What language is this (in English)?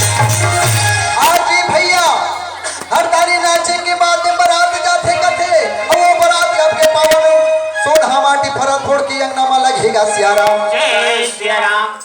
Chhattisgarhi